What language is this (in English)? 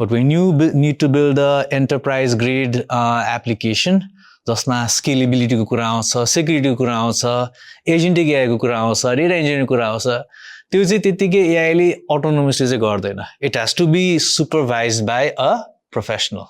Nepali